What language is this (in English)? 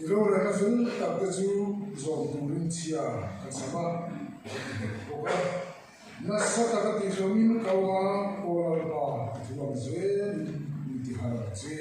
Mizo